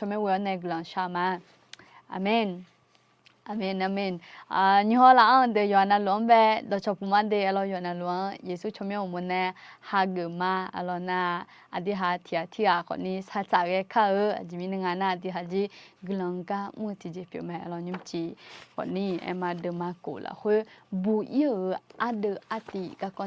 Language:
Akha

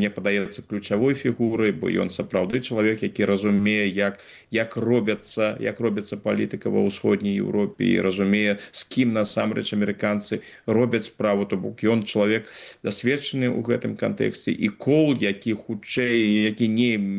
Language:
Belarusian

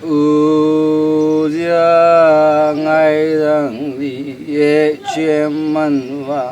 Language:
Naga Pidgin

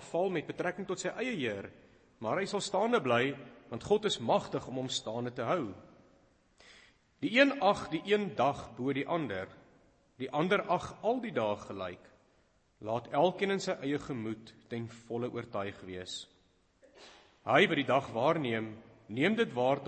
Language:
Afrikaans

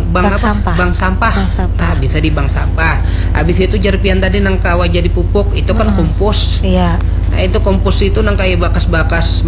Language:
Banjar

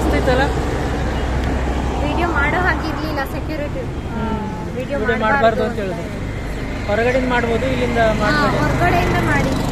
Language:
Kannada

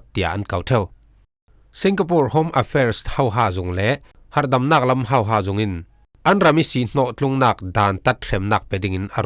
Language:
Falam Chin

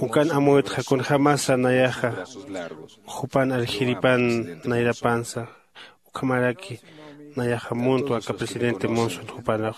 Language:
Aymara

